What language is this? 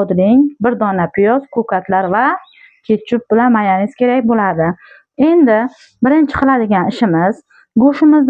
Uzbek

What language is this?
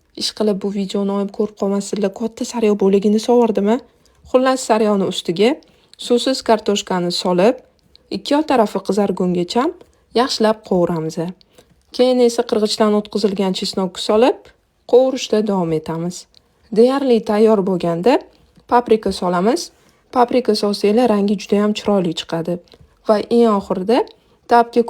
Uzbek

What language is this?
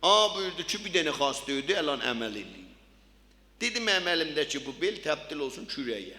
South Azerbaijani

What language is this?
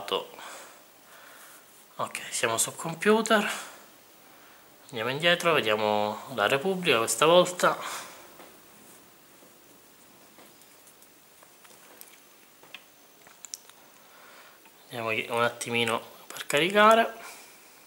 Italian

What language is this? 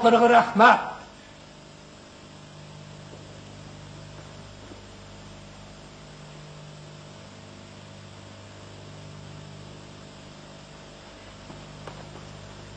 Turkish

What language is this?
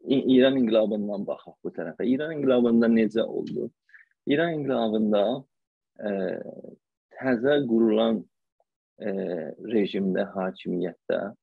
South Azerbaijani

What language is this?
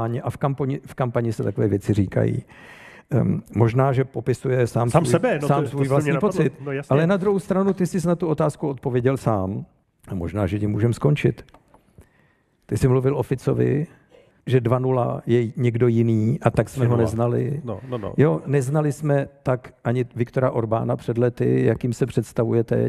Czech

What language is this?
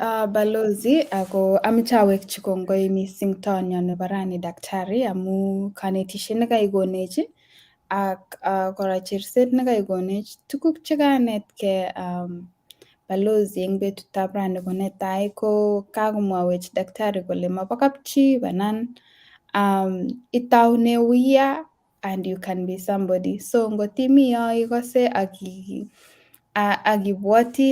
Kalenjin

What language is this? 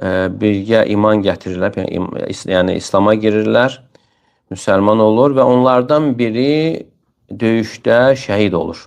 Azerbaijani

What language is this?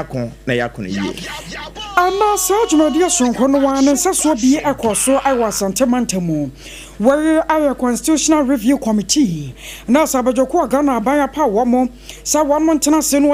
Akan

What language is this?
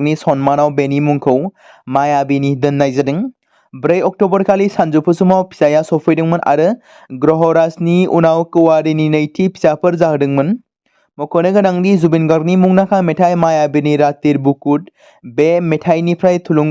Bodo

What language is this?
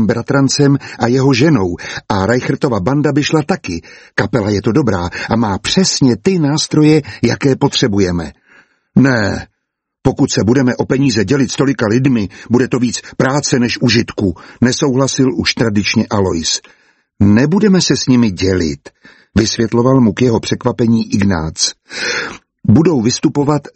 Czech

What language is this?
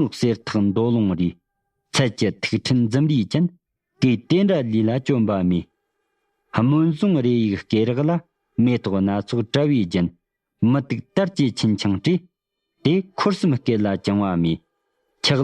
Tibetan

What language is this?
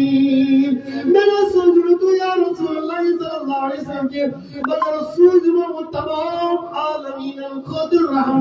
Kashmiri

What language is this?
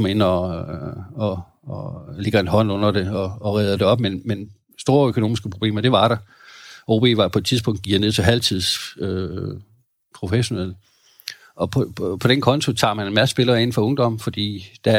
Danish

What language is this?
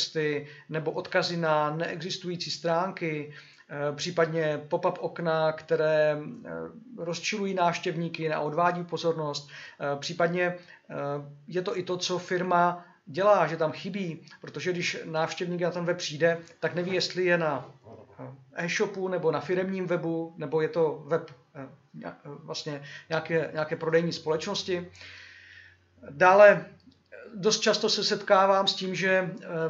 Czech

